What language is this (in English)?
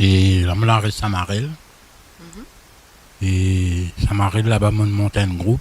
Morisyen